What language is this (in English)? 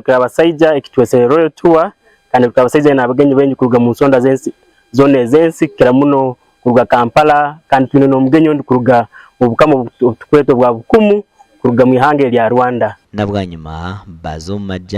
Nyankole